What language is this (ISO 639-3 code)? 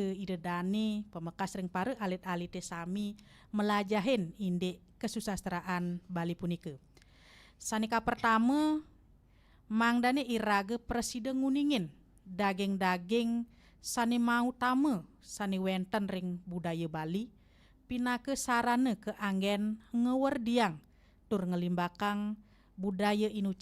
ban